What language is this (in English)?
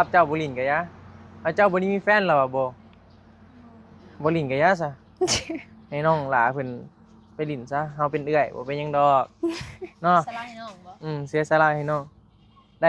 Northeastern Thai